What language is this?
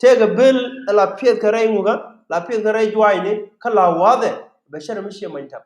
Nuer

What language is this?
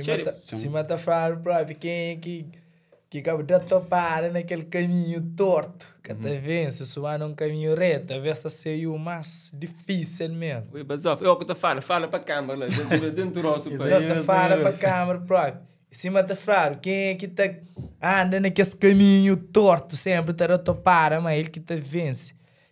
Kabuverdianu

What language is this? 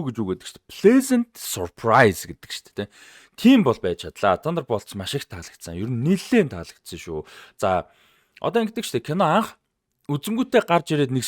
Mongolian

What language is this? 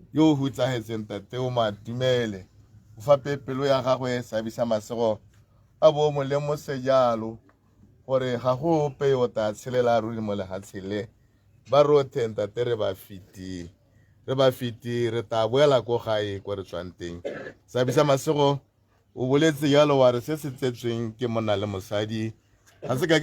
Tswana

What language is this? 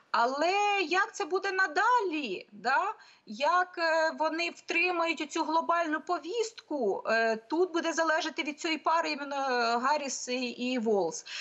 Ukrainian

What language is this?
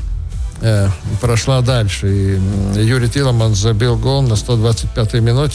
Russian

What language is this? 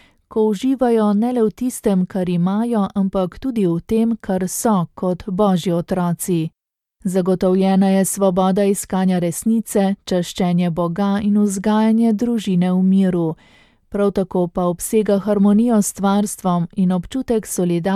Slovenian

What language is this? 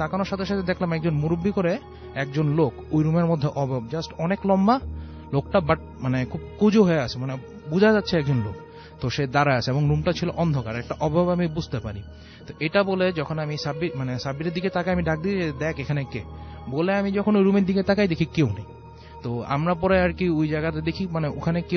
Bangla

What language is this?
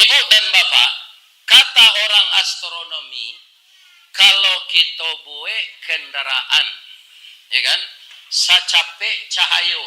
Minangkabau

